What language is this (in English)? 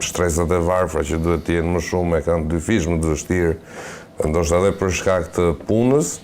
Albanian